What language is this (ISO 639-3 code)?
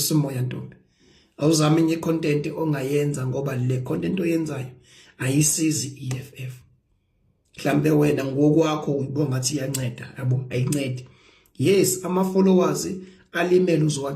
zul